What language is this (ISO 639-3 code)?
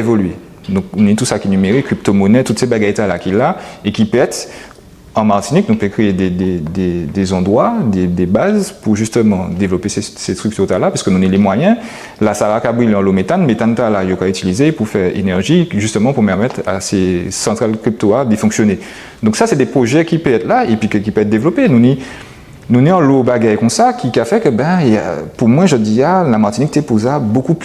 gcf